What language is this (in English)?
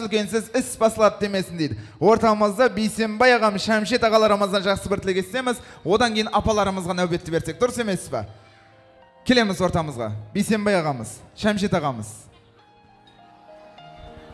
Kazakh